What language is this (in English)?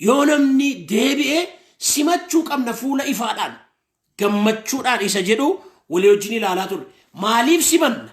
Oromo